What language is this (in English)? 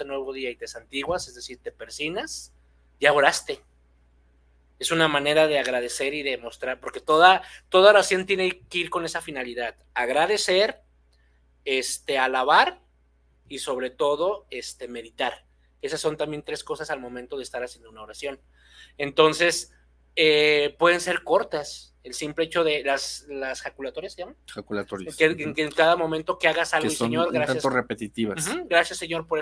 Spanish